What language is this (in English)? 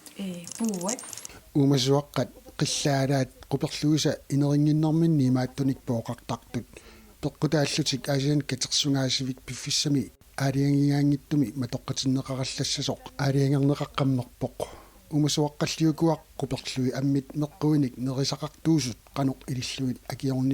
Kalaallisut